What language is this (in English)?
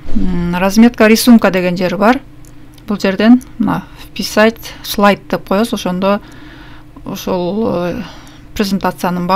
Kyrgyz